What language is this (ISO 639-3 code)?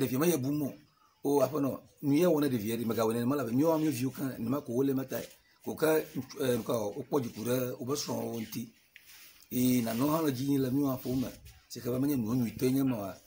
ewe